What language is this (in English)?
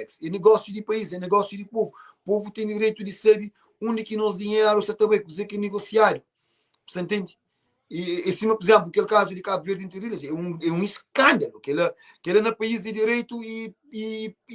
Kabuverdianu